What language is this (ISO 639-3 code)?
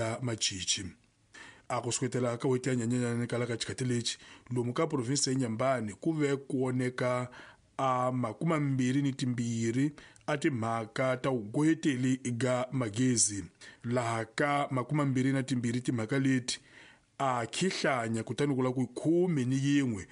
tso